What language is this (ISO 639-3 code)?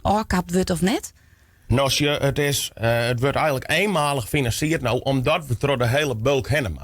fry